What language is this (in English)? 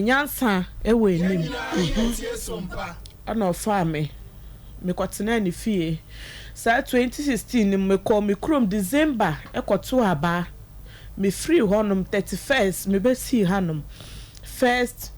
Akan